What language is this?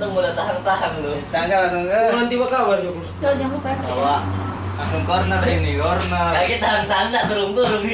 Manado Malay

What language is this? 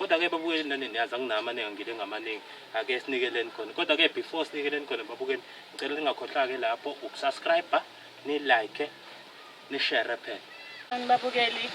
Zulu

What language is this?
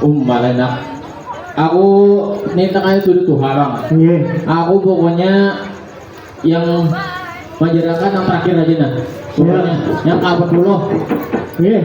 Banjar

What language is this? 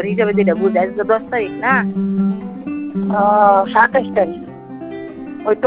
Bangla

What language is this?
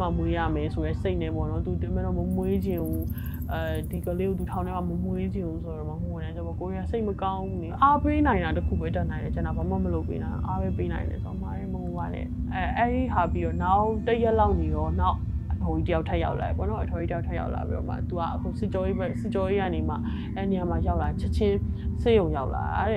Burmese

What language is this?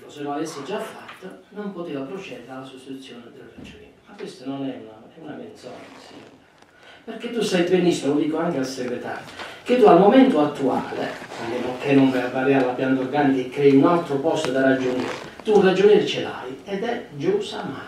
Italian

